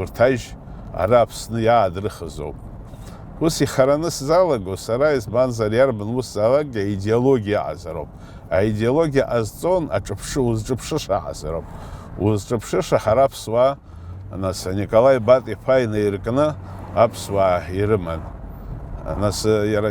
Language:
Abkhazian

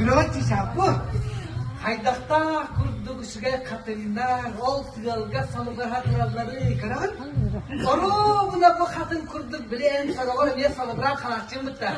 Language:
Yakut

